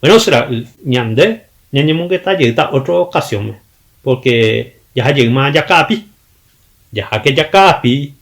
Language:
Guarani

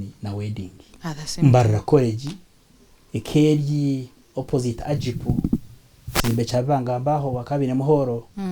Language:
Nyankole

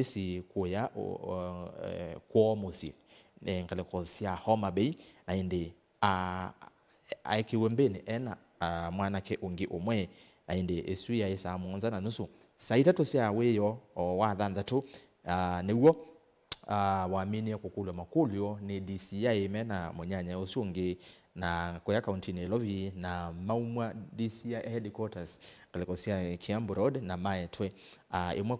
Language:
Kamba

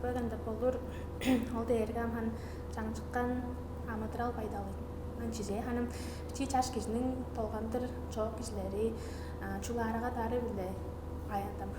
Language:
Tuvinian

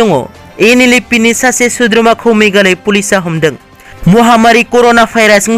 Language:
Bodo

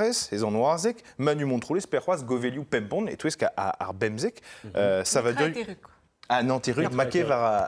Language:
Breton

